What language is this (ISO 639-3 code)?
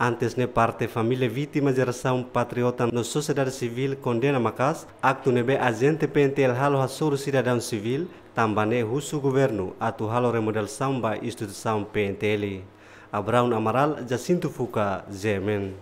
tet